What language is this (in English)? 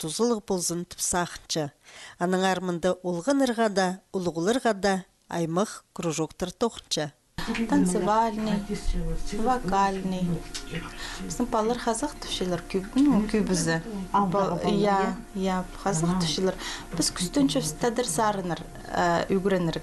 Khakas